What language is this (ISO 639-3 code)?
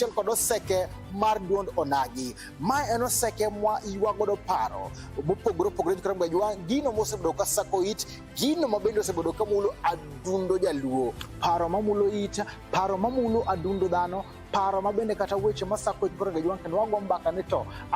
luo